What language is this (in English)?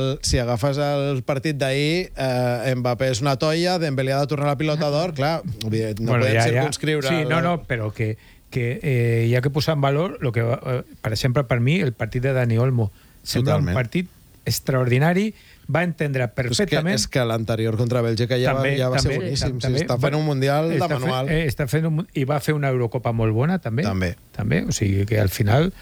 Catalan